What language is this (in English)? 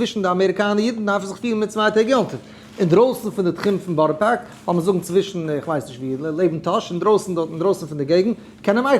Yiddish